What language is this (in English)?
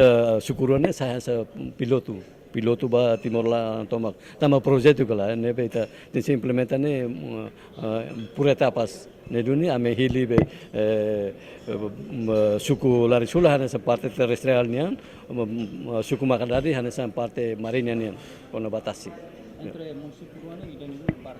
Tetum